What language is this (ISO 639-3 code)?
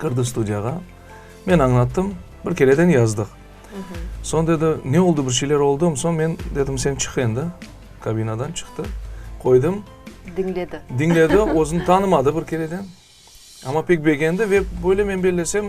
crh